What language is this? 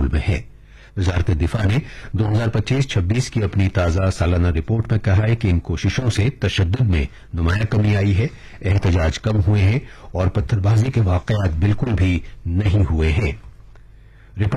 Urdu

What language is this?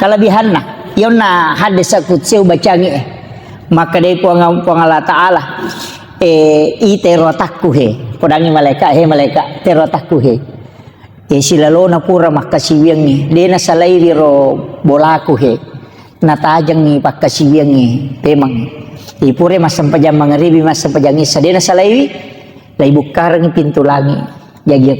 Buginese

